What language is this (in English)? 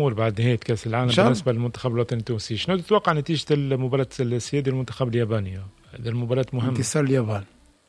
Tunisian Arabic